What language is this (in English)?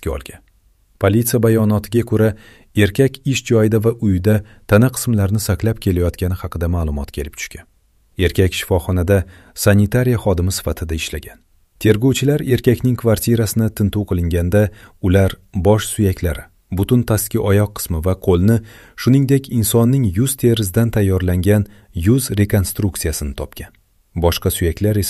Uzbek